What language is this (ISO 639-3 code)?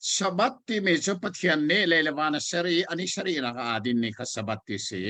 cnh